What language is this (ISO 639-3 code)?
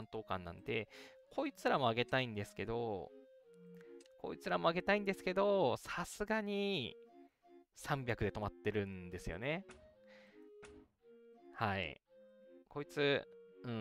jpn